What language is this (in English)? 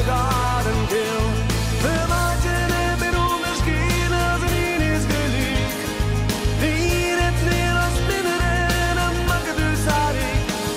Western Frisian